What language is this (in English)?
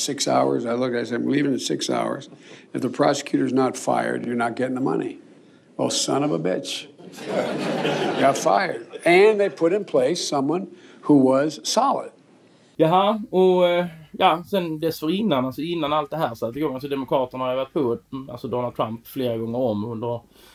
Swedish